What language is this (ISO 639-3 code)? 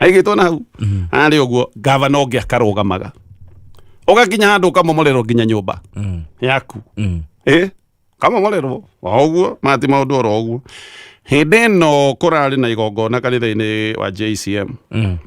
kik